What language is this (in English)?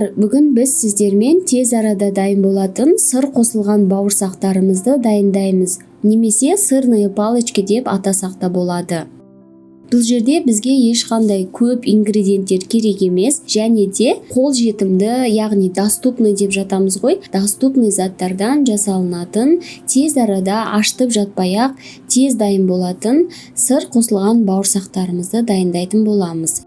Kazakh